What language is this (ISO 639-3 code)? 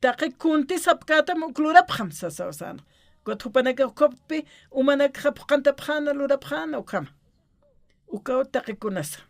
aym